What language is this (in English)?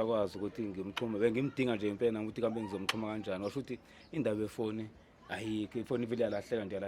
Zulu